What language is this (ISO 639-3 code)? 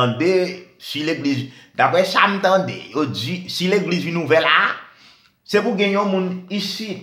hat